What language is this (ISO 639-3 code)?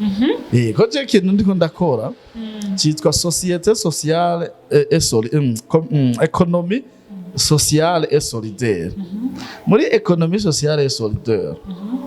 run